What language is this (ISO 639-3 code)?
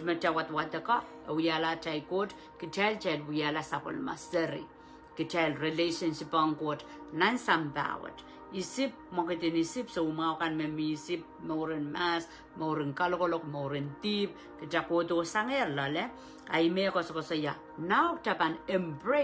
pon